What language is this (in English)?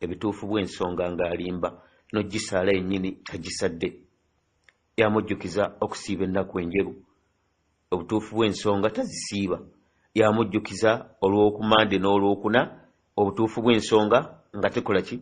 Ganda